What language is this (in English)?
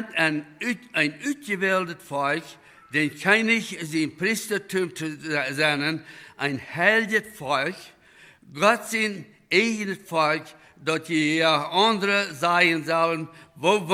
Plautdietsch